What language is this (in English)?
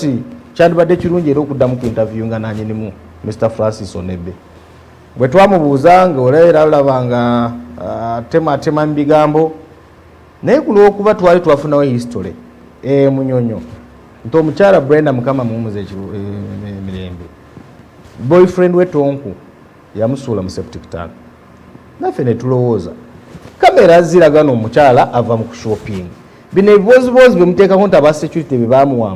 Ganda